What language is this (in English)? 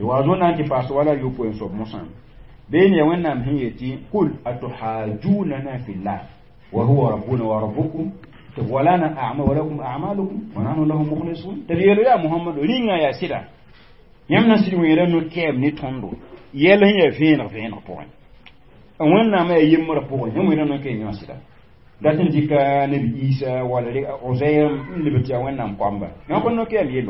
Mossi